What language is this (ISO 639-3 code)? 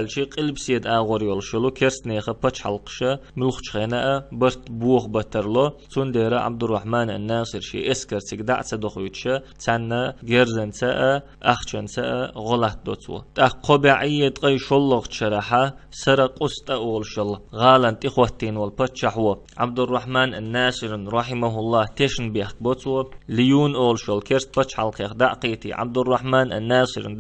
che